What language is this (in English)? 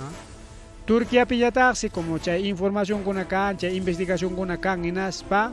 Ayacucho Quechua